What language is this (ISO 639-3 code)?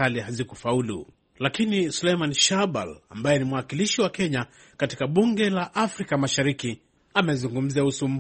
swa